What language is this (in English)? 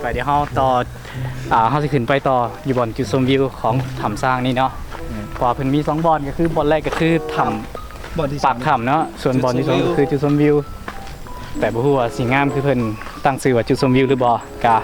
Lao